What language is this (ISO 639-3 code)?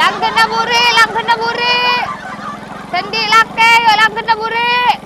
mad